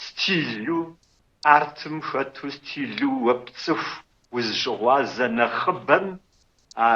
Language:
Kabardian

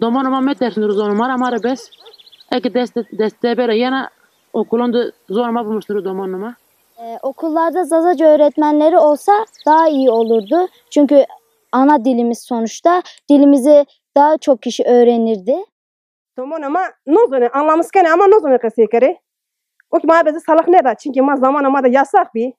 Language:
Zaza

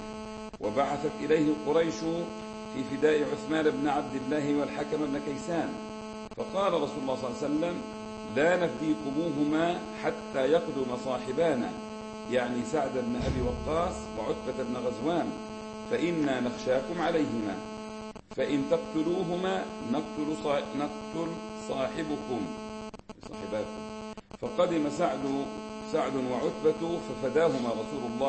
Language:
Arabic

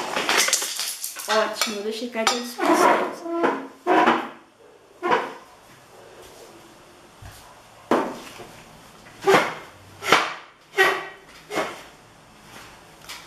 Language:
Portuguese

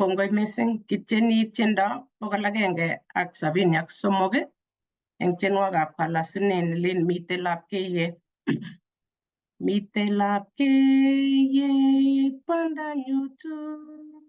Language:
Kalenjin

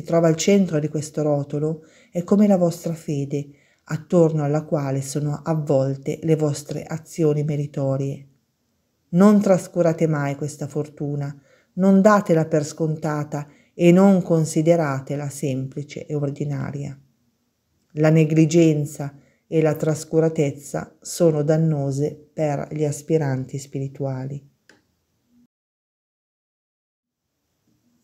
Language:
Italian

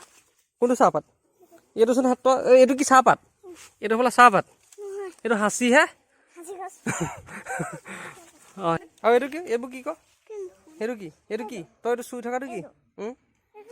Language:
Assamese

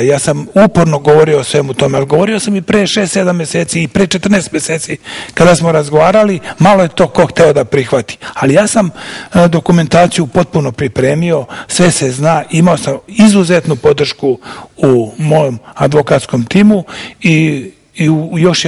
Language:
Serbian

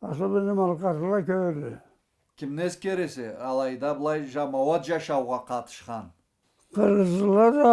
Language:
Karachay-Balkar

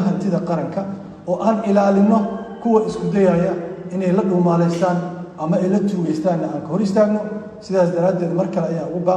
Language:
Somali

